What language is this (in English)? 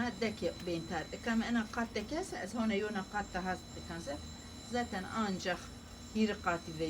Zaza